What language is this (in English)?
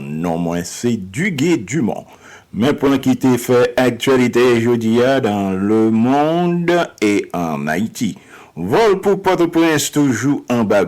Haitian Creole